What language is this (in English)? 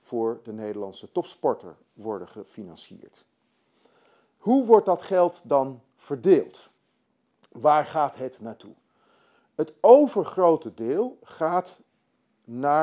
Dutch